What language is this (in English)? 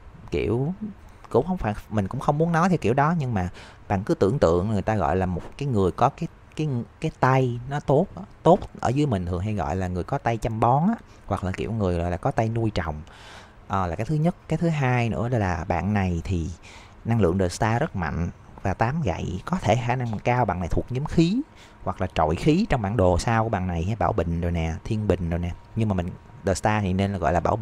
Vietnamese